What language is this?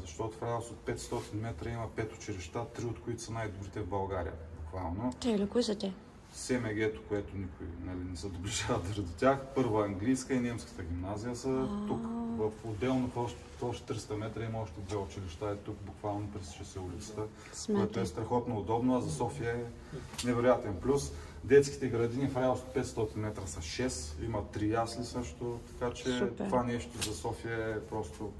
Bulgarian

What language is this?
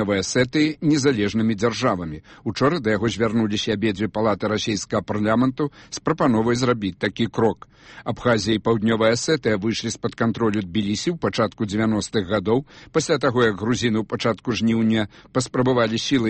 Belarusian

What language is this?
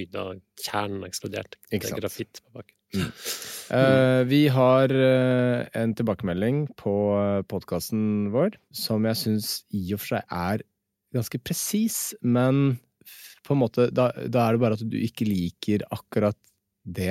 Norwegian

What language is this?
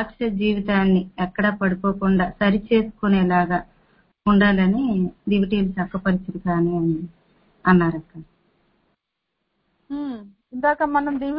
Telugu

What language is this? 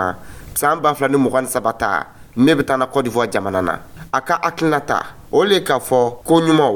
Dyula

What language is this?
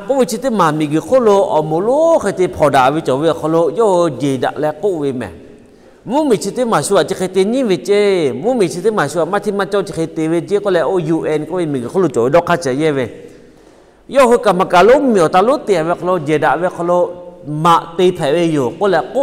Lahu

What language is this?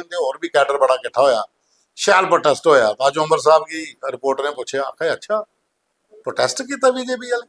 Dogri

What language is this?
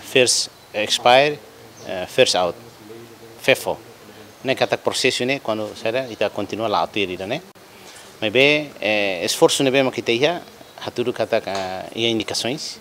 Tetum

